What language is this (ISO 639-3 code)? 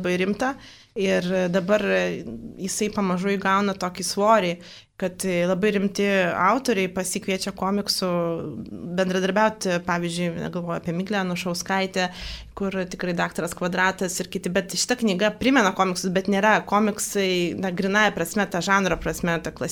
lit